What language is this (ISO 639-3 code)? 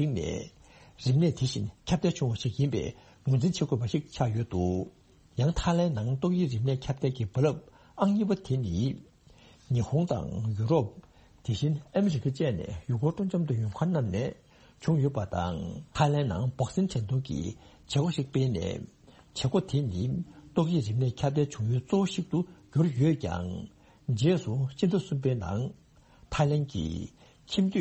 bod